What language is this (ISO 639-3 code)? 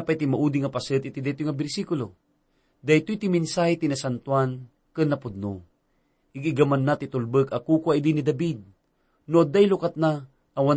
ilo